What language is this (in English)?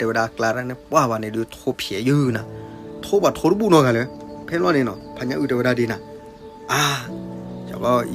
S'gaw Karen